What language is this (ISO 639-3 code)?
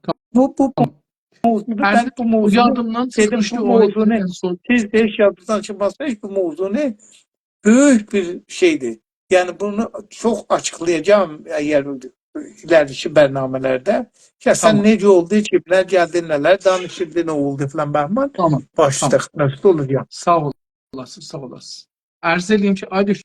azb